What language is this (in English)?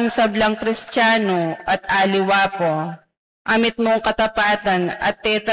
Pampanga